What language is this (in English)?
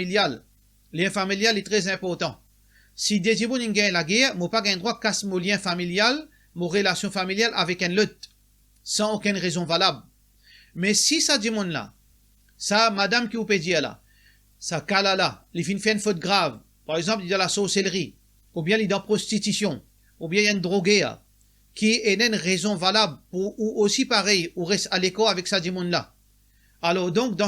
Morisyen